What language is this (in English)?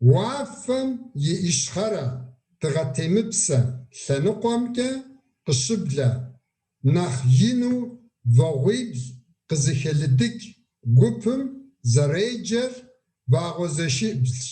Kabardian